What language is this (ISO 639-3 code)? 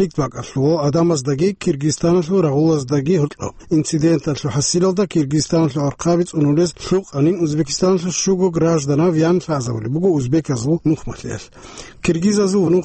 ava